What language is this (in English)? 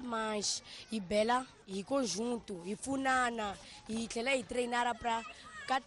Tsonga